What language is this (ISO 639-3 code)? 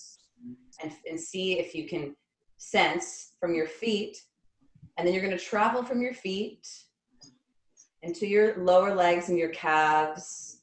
eng